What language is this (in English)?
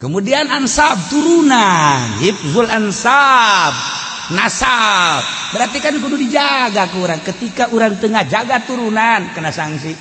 Sundanese